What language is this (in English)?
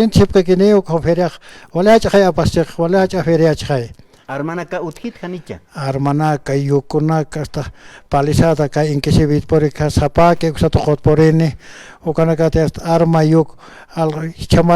Aymara